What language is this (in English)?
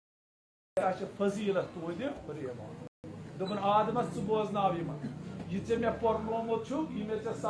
Kashmiri